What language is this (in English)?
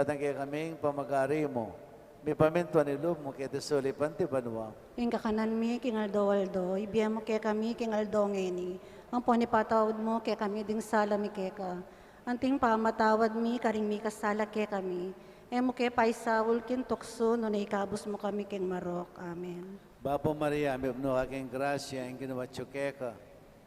Pampanga